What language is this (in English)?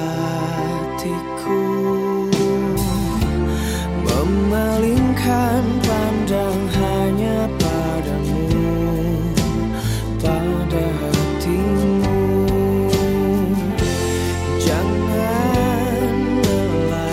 Indonesian